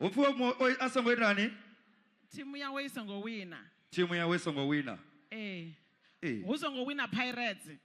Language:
Venda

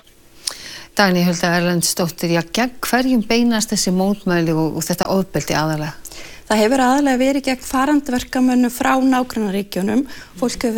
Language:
Icelandic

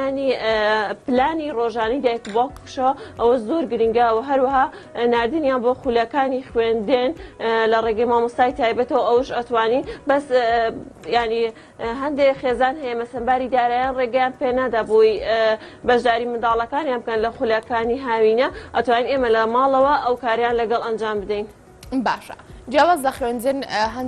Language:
Central Kurdish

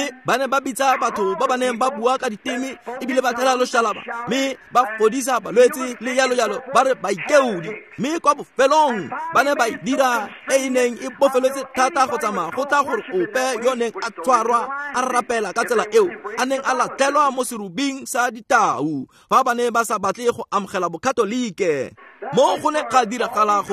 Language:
Tswana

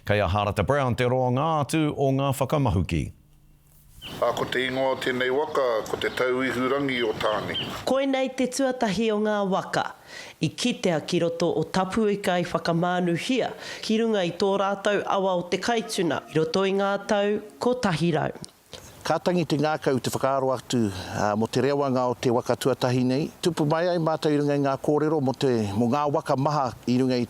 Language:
Māori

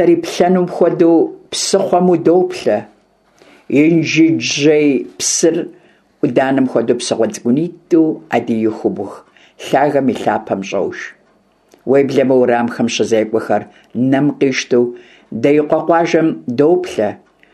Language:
Kabardian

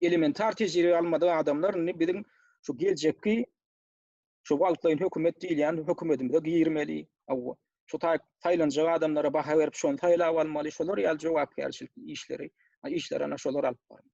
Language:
Turkmen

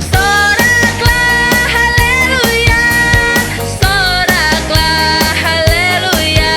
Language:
Batak Karo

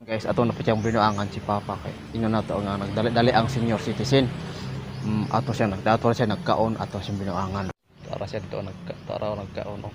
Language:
Cebuano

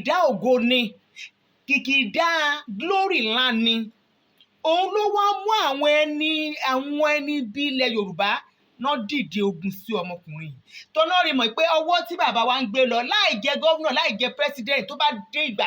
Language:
Yoruba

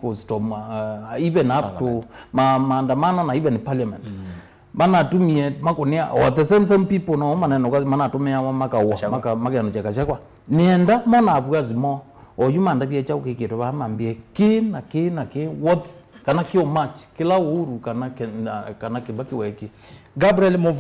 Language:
Kamba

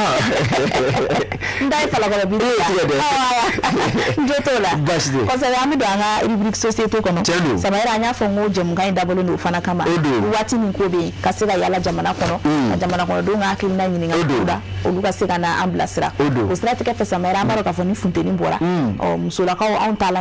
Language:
Bambara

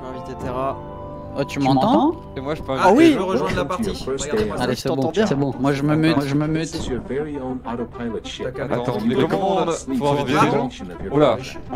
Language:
French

